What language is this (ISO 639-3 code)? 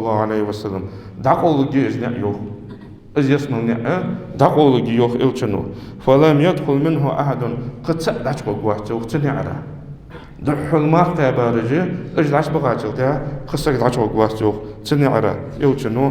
inh